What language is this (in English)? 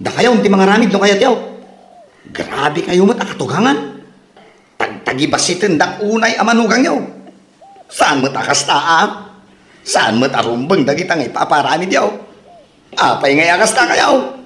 Iloko